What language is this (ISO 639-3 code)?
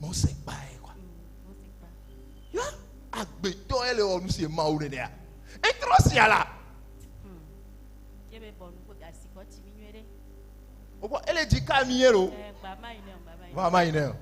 ewe